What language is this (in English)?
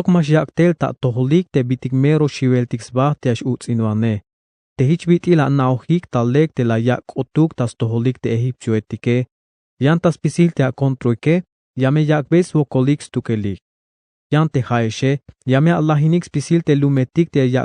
Tzeltal